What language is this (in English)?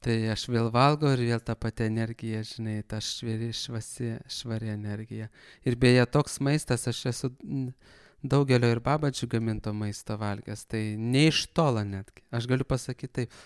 Lithuanian